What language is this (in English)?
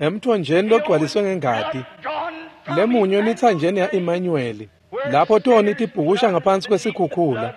Swati